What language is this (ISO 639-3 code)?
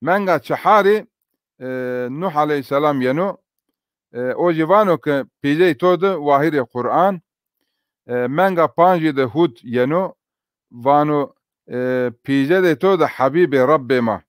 zza